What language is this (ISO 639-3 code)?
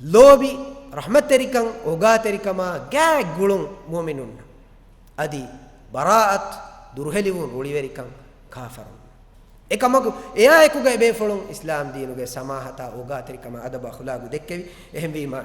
div